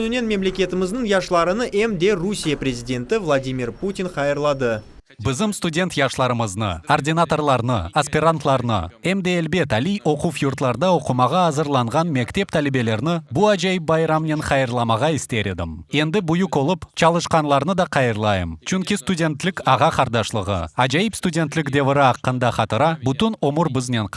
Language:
Crimean Tatar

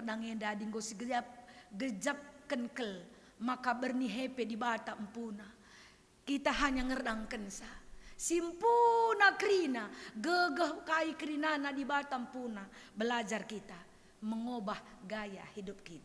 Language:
Batak Karo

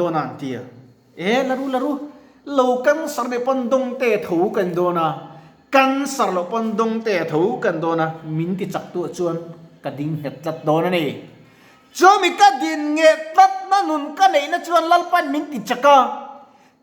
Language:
Mizo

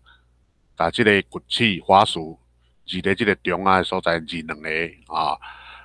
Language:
Min Nan Chinese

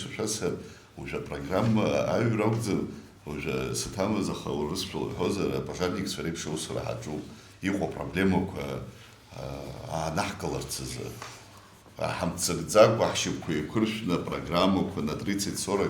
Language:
Abkhazian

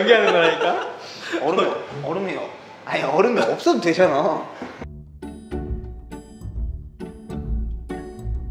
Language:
Korean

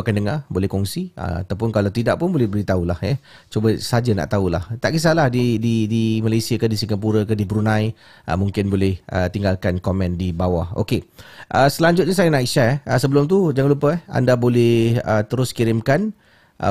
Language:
Malay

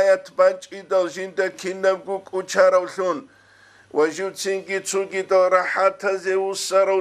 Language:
Avaric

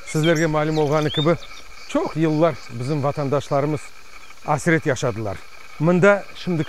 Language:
Crimean Tatar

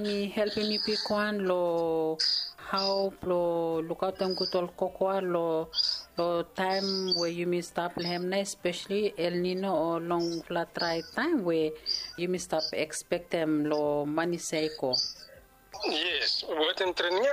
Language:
Bislama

